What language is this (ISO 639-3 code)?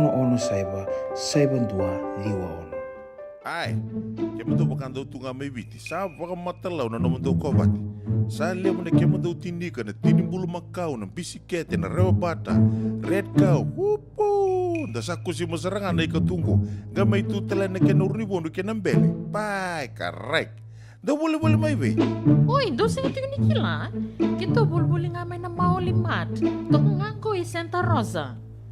fij